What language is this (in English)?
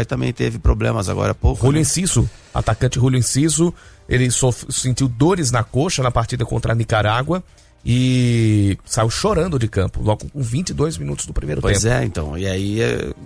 Portuguese